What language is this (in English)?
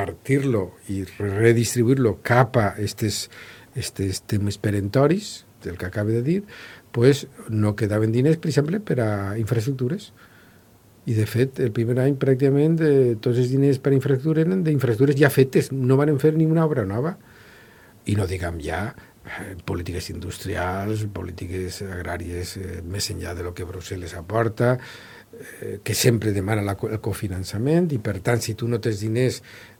Catalan